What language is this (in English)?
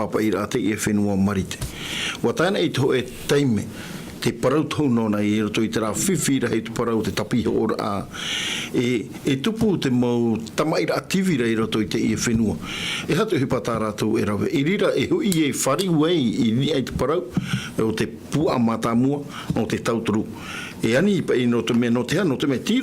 Tahitian